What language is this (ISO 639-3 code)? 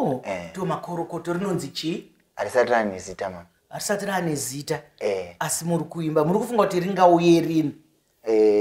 sna